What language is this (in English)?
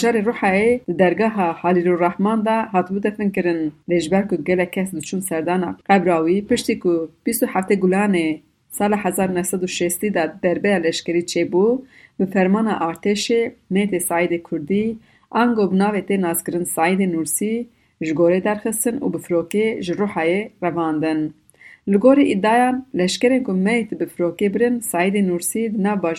Kurdish